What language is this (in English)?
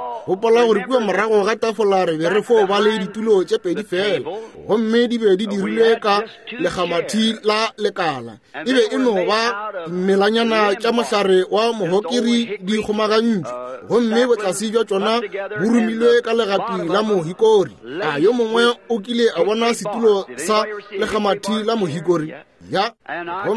Northern Sotho